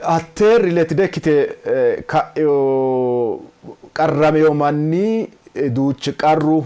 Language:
Sidamo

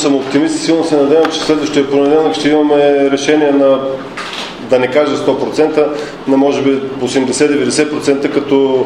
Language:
Bulgarian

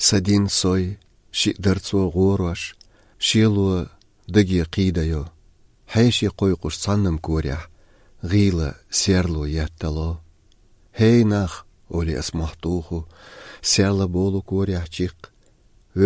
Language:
Chechen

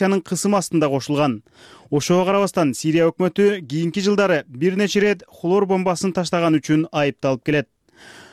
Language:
Kyrgyz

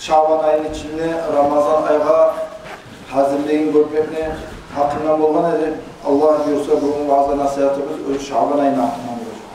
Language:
Kumyk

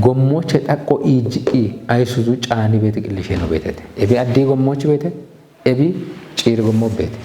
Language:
Kafa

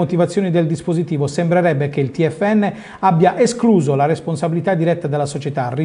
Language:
Italian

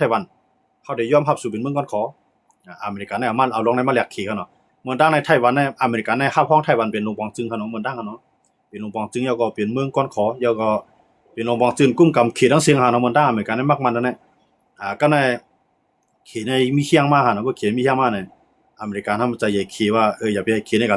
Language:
Shan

